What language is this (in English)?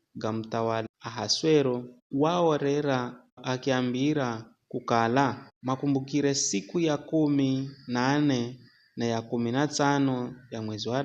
Giryama